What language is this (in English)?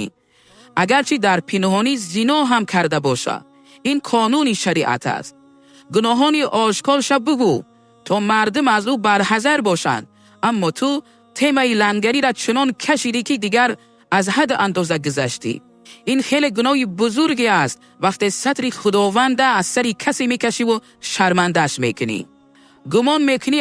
Tajik